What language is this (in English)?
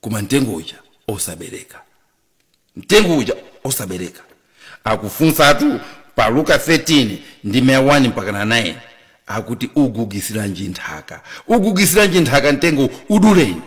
Nyanja